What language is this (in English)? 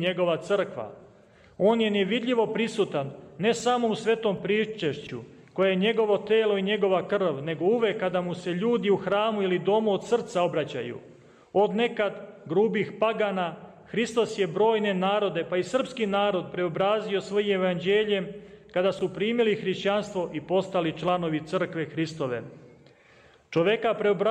Serbian